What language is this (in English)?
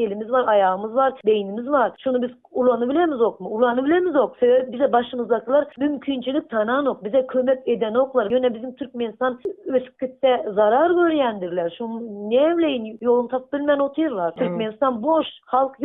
Turkmen